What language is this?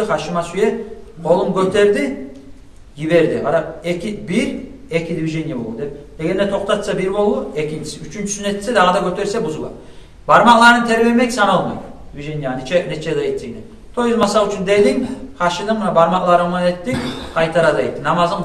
Kumyk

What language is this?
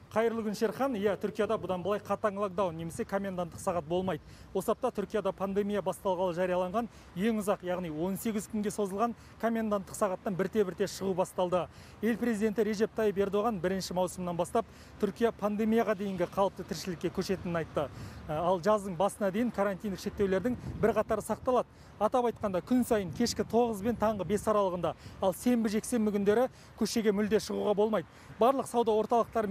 Kazakh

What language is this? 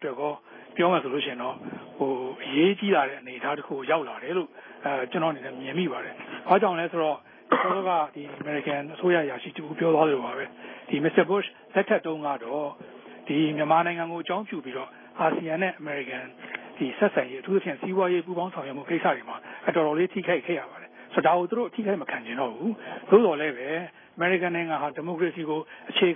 Burmese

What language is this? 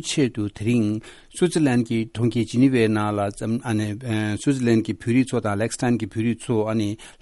Tibetan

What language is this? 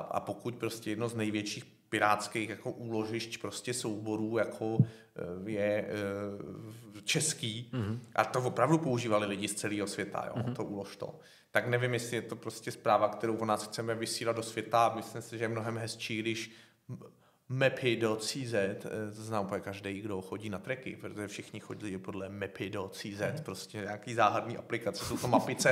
Czech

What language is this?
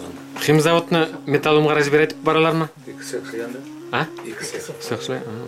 Bashkir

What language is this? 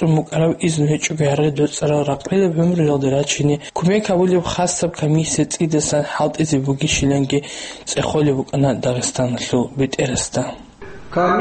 Avaric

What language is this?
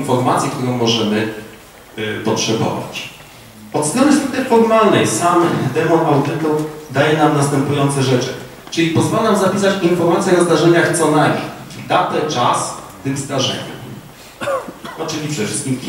Polish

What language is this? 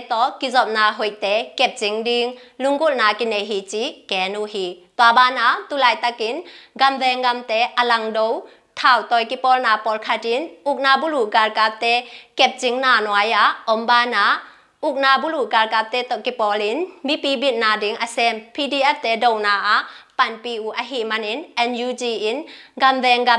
Tedim Chin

